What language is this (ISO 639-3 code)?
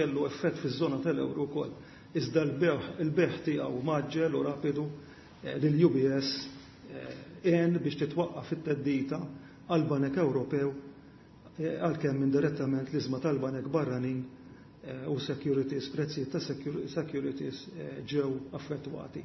mlt